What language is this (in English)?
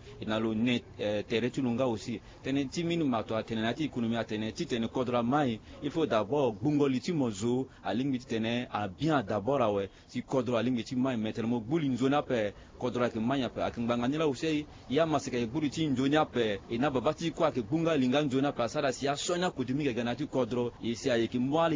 Sango